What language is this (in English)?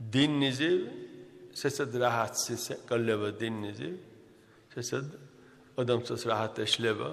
Dargwa